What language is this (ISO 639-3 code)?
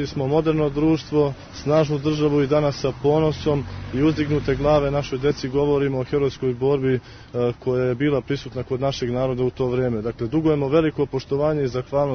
srp